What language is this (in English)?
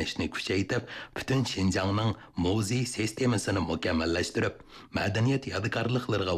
Uyghur